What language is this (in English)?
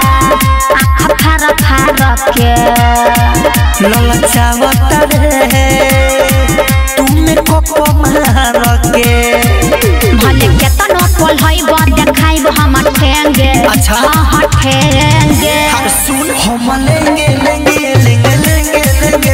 Bhojpuri